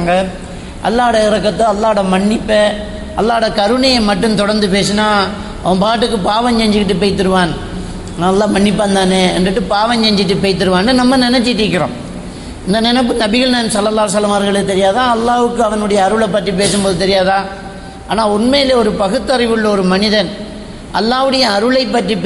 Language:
Tamil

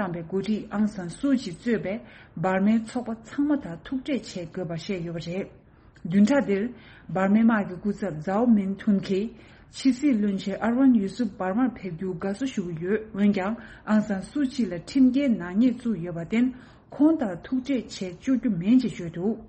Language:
Tibetan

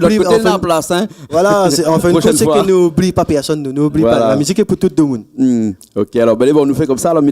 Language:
Réunion Creole French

